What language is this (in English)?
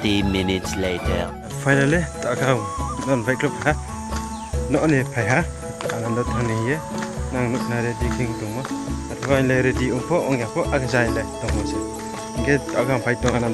Riang (India)